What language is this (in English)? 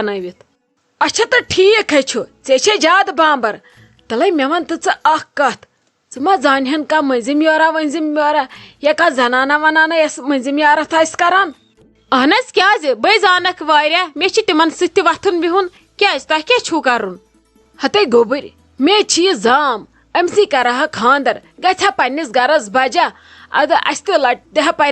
Kashmiri